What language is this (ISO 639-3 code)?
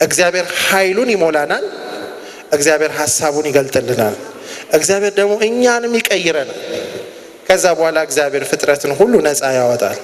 amh